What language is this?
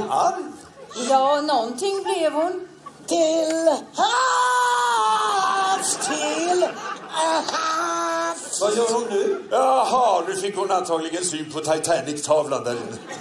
Swedish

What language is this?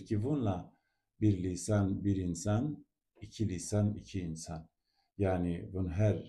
Zaza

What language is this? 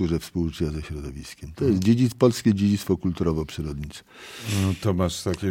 Polish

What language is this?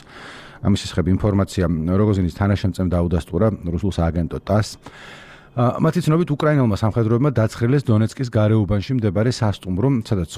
Georgian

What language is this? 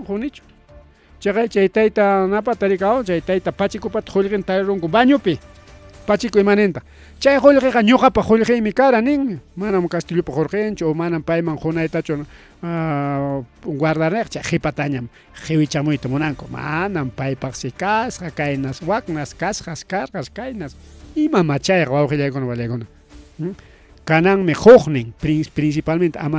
Ayacucho Quechua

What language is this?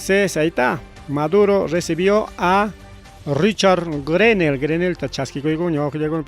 Ayacucho Quechua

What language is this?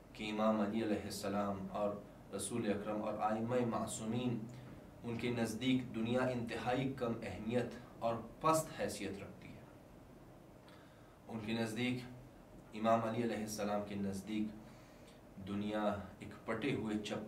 Urdu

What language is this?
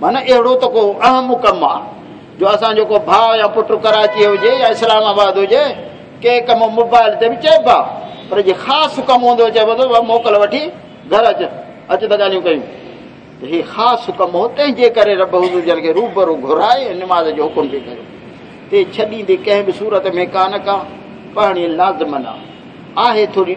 Saraiki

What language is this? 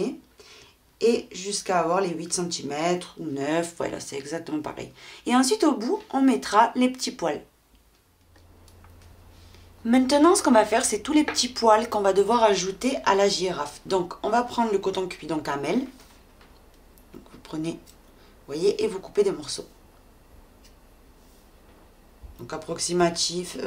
French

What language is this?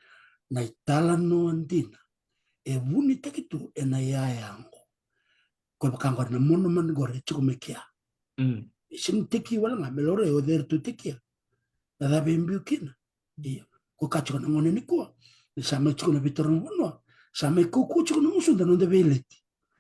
Fijian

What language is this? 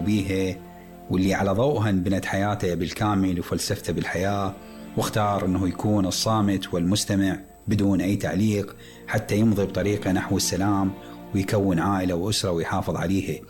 Mesopotamian Arabic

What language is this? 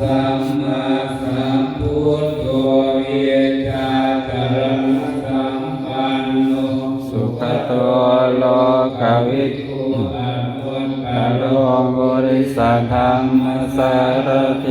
Pali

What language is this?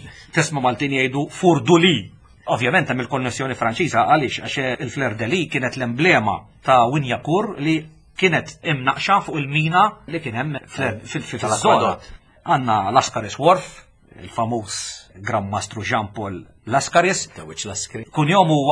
Maltese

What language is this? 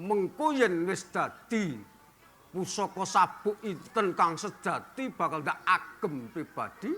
Javanese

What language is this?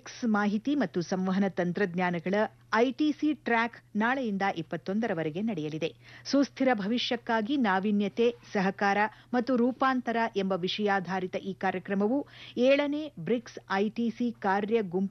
Kannada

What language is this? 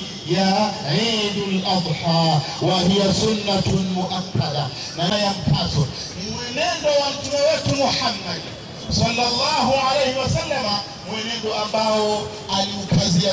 Swahili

